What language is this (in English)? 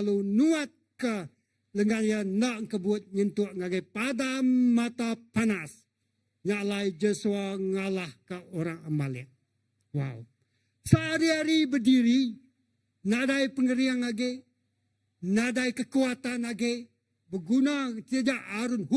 Iban